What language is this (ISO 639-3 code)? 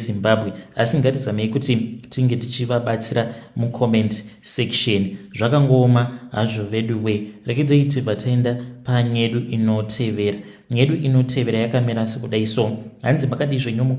sna